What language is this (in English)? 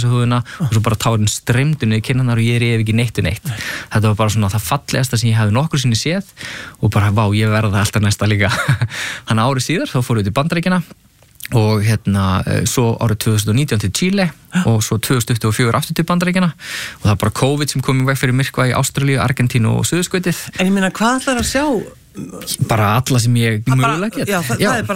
Icelandic